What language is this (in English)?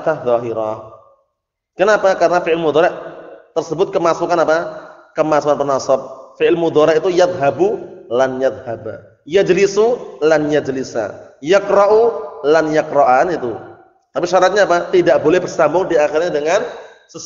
Indonesian